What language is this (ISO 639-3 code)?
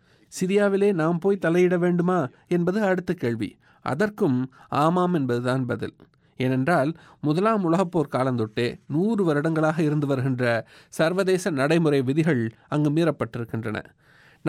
tam